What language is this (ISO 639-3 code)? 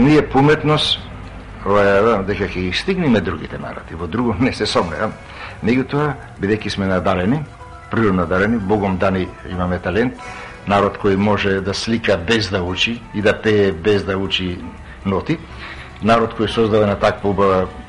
mkd